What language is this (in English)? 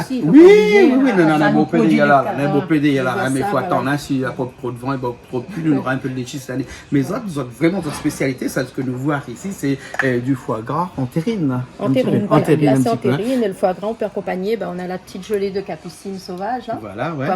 Réunion Creole French